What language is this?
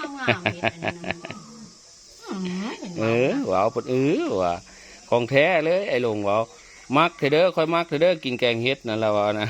Northeastern Thai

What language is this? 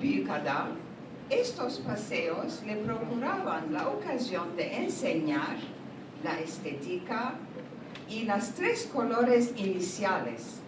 Ladino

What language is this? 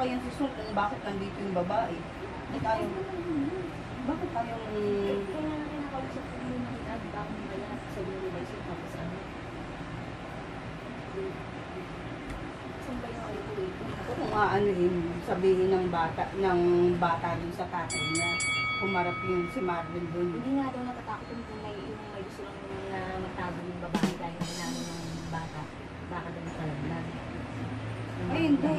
Filipino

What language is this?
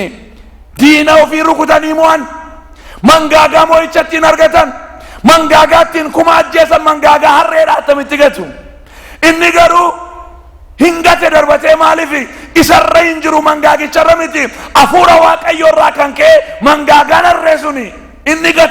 Oromo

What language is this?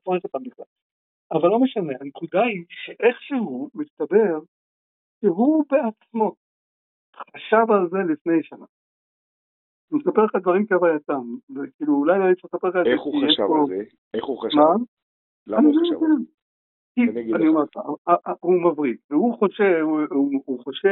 Hebrew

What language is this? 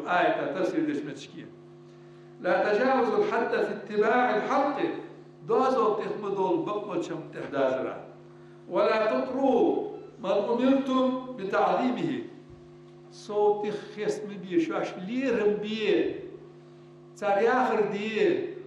Ingush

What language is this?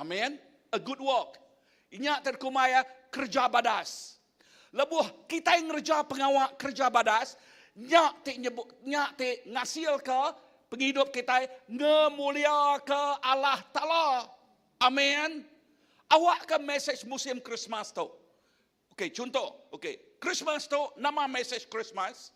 Iban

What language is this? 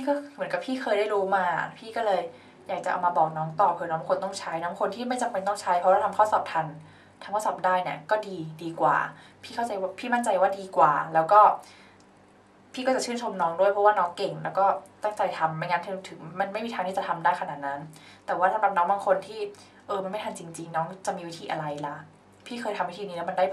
Thai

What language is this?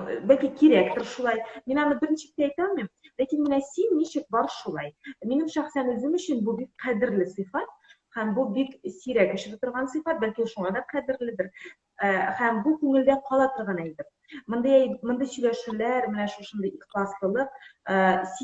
Tatar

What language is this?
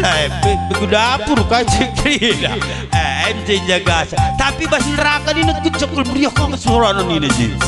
Batak Karo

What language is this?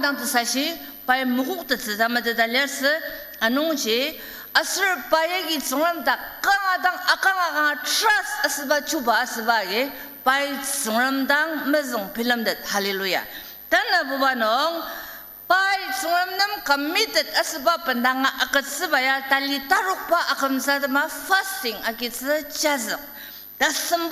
Ao Naga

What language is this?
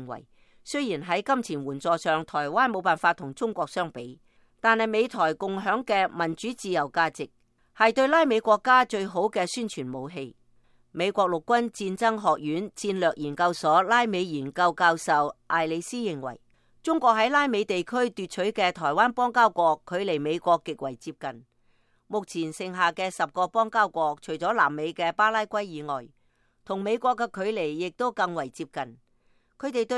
Cantonese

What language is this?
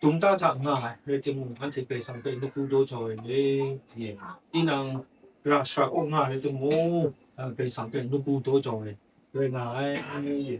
Kachin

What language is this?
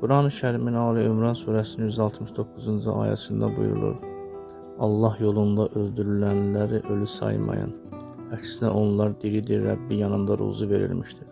Azerbaijani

